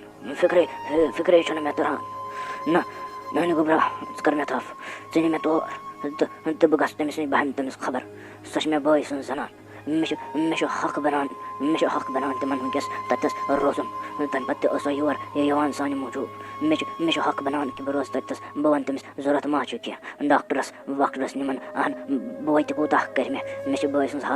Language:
Kashmiri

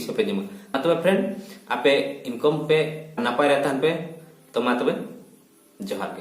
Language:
Santali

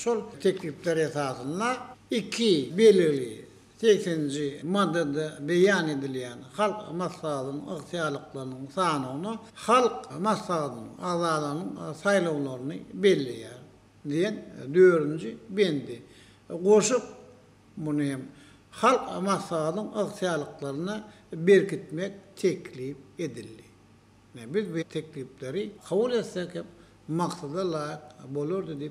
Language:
Turkmen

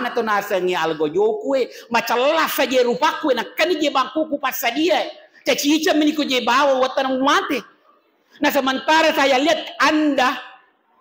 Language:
Buginese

